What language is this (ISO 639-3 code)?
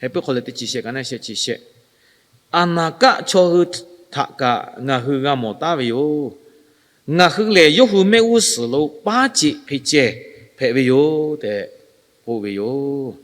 lhu